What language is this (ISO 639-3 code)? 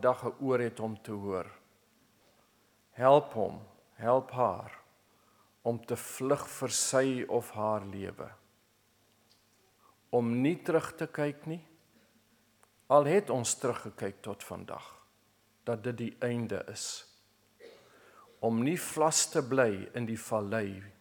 afr